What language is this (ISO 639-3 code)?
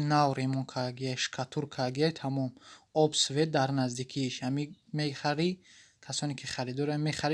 tgk